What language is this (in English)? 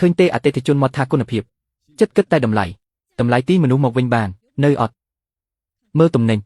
Khmer